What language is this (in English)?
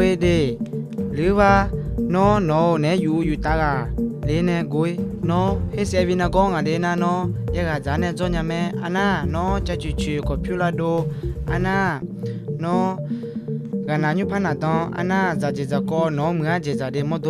Akha